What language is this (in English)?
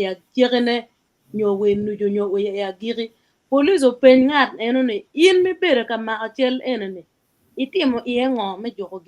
Acoli